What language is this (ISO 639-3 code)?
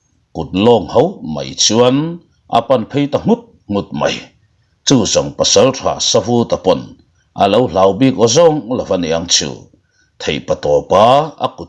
lus